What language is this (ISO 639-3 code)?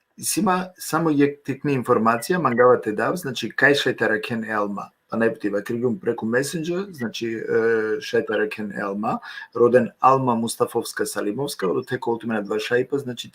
rmn